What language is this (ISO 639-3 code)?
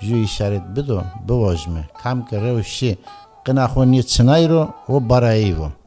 zza